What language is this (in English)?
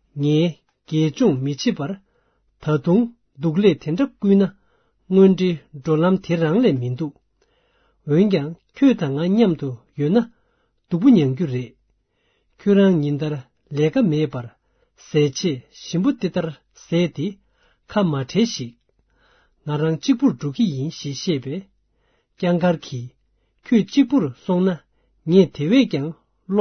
Tibetan